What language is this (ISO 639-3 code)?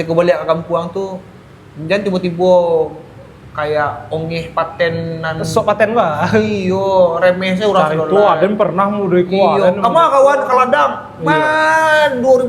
min